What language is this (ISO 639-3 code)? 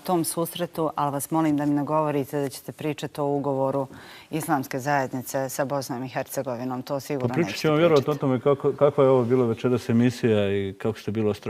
bos